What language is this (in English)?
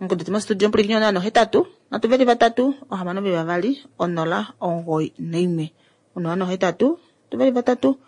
Kuanyama